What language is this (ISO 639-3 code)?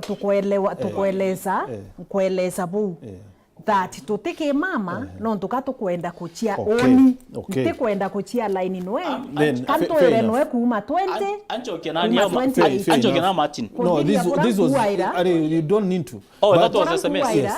mer